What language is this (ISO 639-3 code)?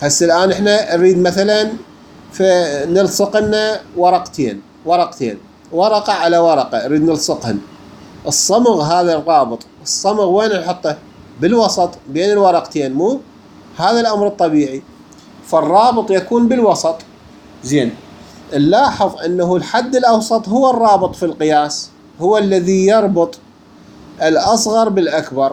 acm